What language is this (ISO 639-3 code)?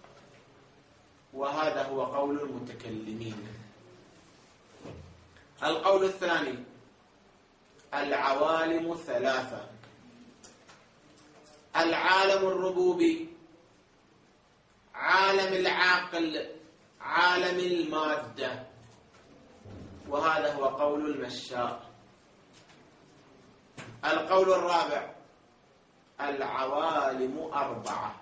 ara